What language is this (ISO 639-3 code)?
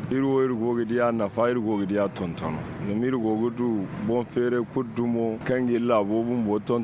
dje